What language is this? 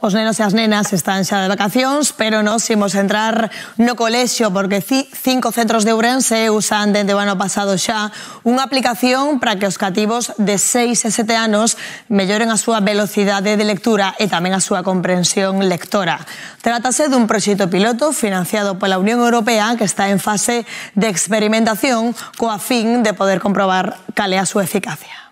Galician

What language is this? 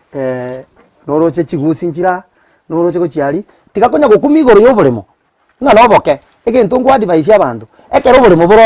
Gusii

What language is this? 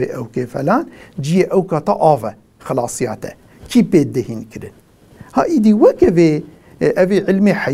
Kurdish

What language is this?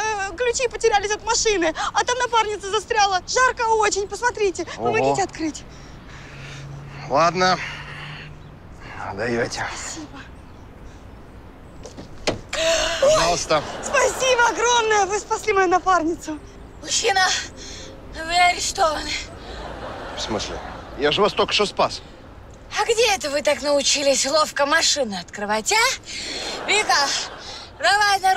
Russian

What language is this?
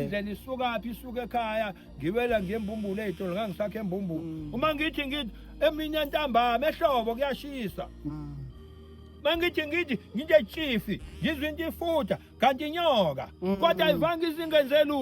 Zulu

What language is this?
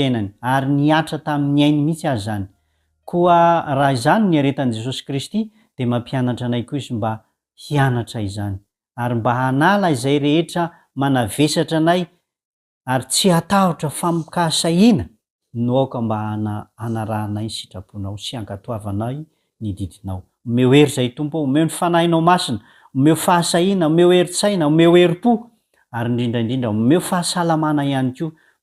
Malagasy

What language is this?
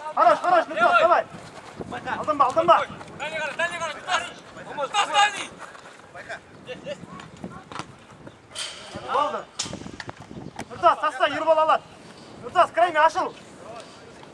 Kazakh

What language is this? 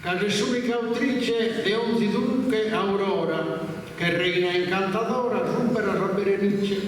Sardinian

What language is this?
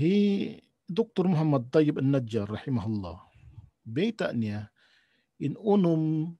Tausug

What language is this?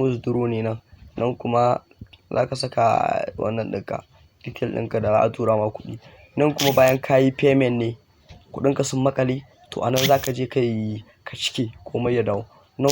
Hausa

